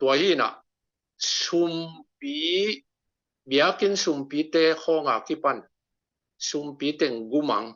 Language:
Tedim Chin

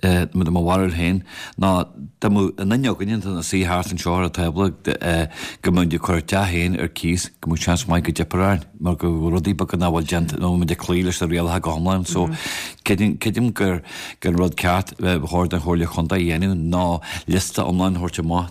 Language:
Irish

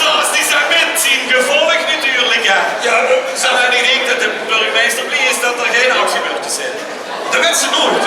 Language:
Limburgish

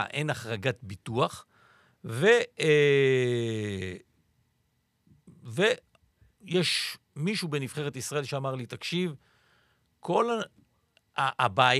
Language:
Hebrew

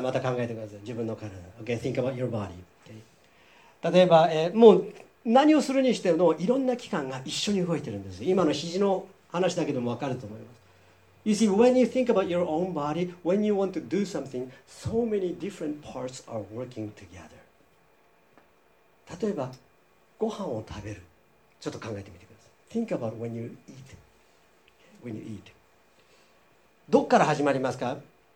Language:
Japanese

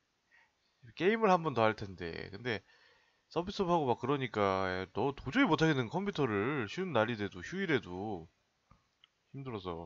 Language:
Korean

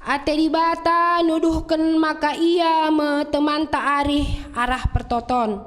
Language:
Batak Karo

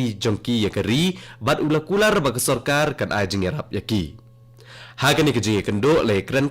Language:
Khasi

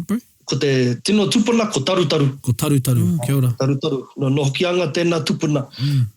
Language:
Māori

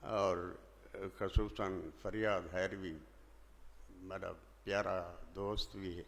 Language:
Saraiki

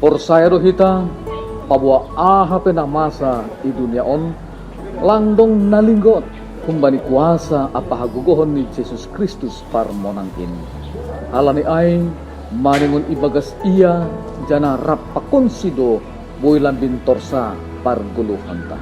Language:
Batak Simalungun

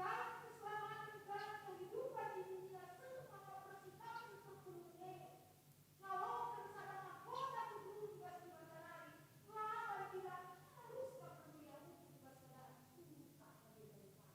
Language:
Batak Karo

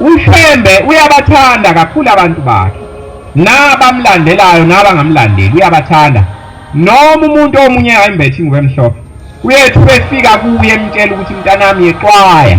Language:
Zulu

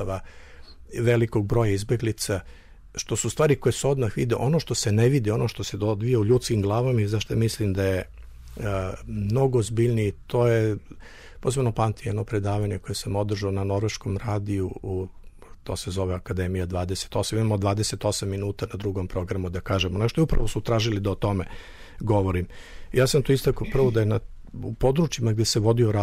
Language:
Serbian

